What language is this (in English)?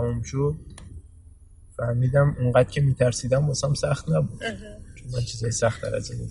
Persian